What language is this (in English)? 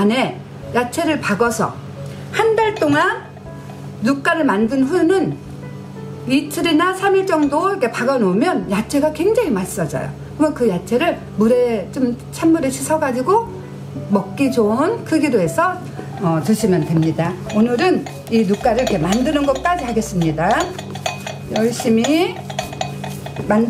Korean